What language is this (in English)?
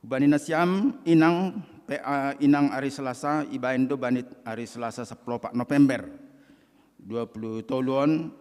Batak Simalungun